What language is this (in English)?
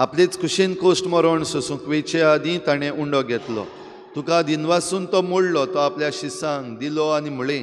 Konkani